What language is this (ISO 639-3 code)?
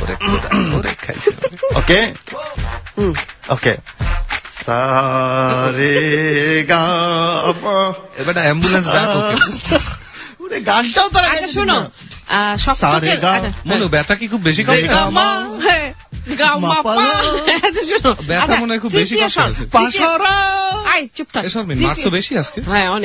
ben